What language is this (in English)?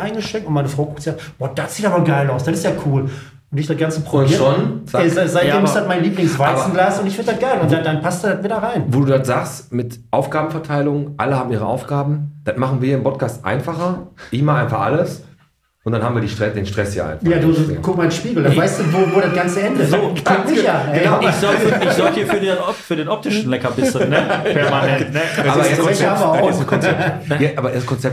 German